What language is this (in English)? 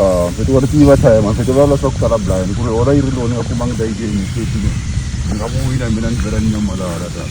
Tsonga